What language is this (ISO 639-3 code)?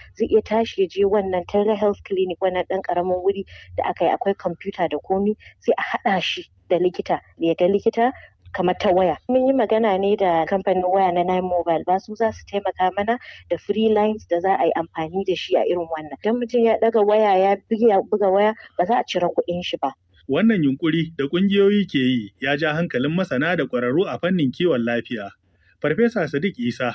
hau